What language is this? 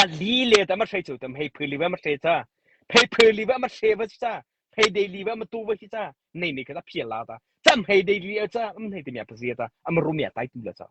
Mara Chin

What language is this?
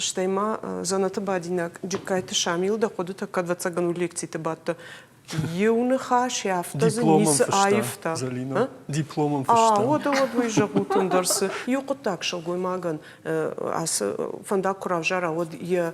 Ossetic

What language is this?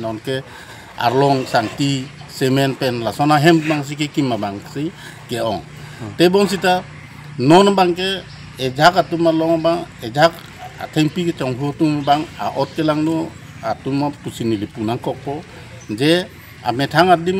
Karbi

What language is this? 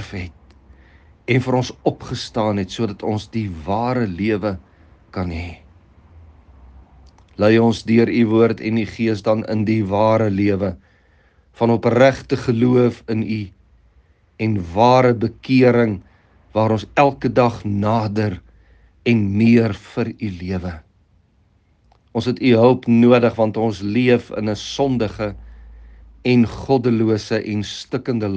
Afrikaans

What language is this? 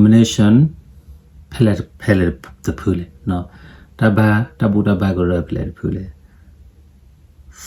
S'gaw Karen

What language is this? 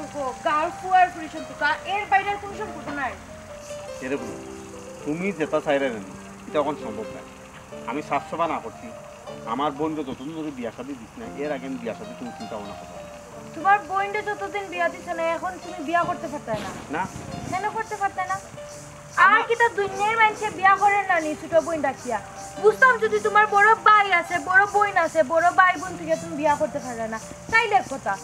Sylheti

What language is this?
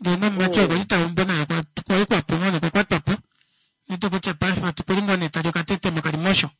Kuanyama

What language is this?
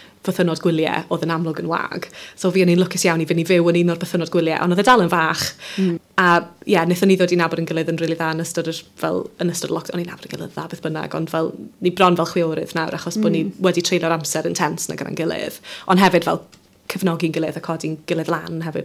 Welsh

